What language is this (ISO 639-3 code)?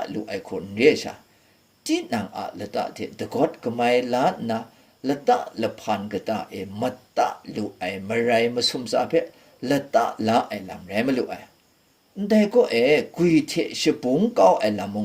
kac